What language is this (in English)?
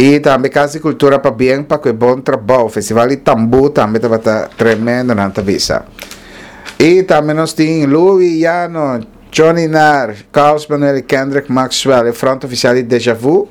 Papiamento